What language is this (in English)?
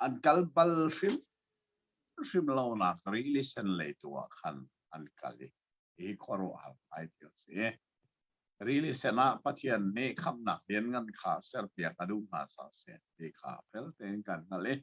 Hakha Chin